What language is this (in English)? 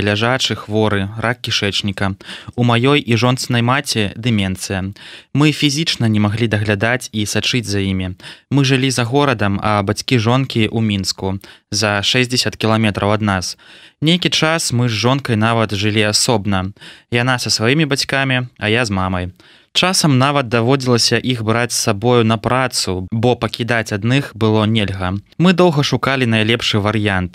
Belarusian